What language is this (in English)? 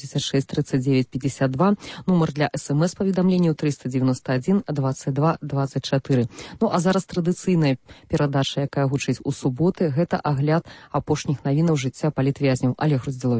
Belarusian